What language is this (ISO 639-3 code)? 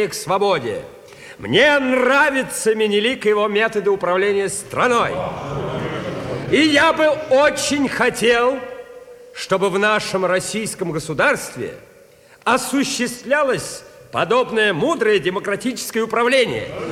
rus